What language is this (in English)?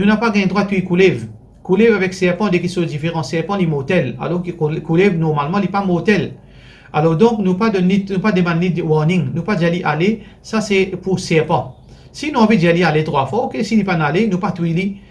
Morisyen